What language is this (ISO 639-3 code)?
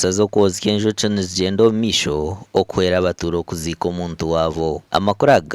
nyn